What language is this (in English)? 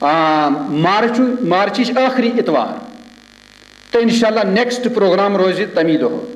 Kashmiri